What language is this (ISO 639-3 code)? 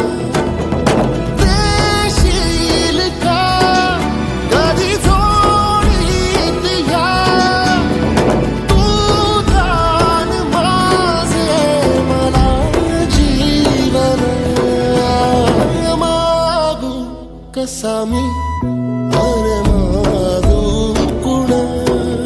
mar